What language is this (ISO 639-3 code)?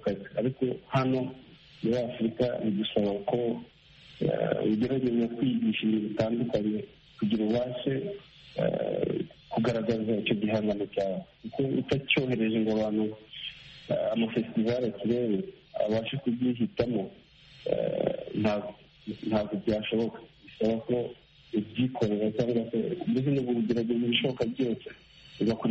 kin